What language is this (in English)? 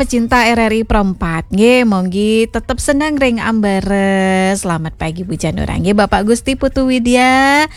Balinese